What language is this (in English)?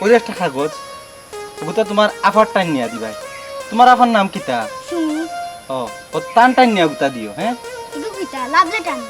Sylheti